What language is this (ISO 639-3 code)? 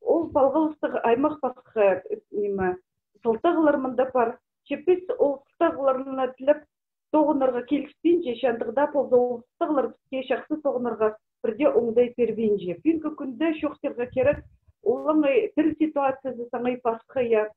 kjh